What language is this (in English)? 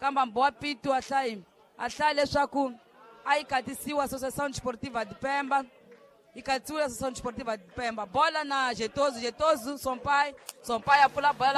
Tsonga